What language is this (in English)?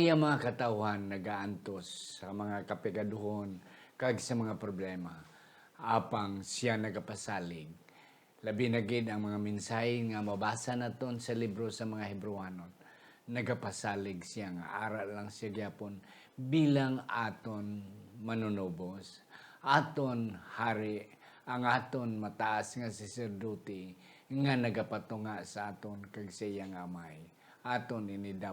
Hiligaynon